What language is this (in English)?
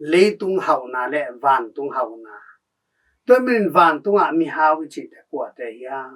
Tedim Chin